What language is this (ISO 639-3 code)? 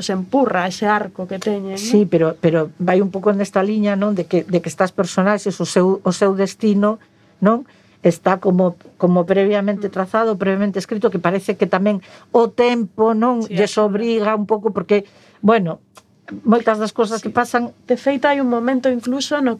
glg